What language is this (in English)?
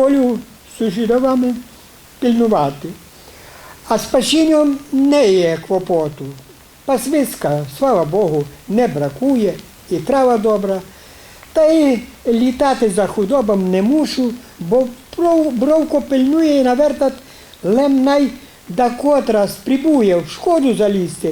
Rusyn